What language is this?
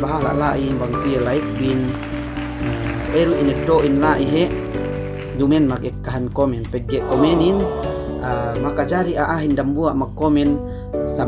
Yakan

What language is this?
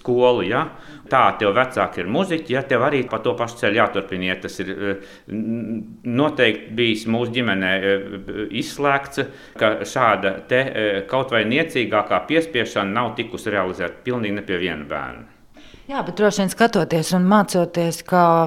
Latvian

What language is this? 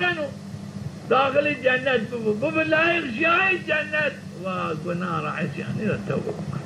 Zaza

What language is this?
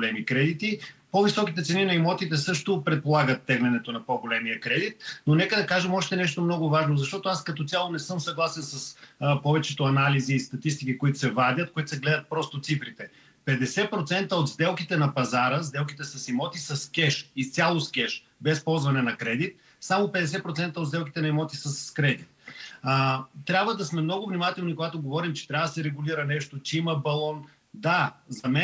Bulgarian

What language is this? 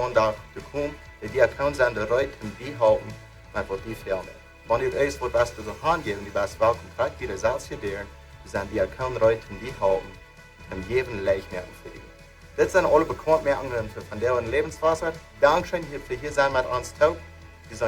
Plautdietsch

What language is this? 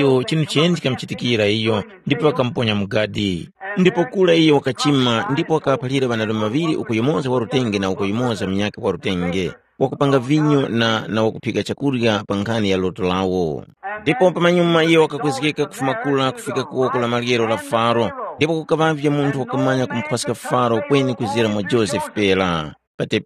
Tumbuka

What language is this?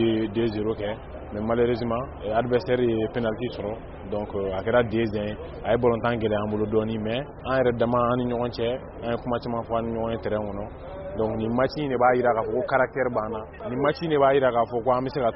Bambara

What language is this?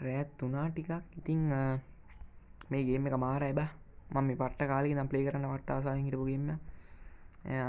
Sinhala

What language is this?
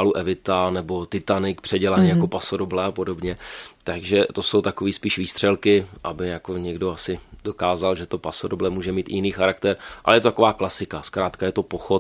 Czech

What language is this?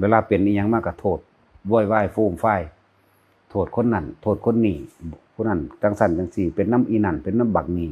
Northeastern Thai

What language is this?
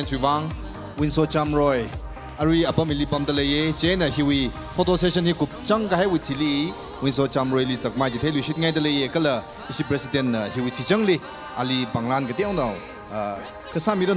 Tangkhul Naga (India)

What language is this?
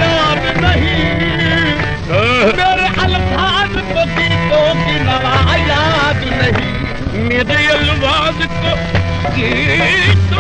Urdu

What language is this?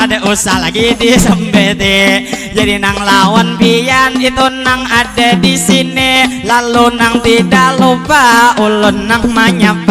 Banjar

